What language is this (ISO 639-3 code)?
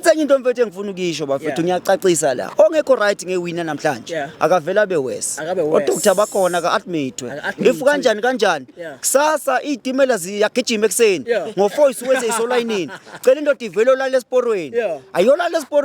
zul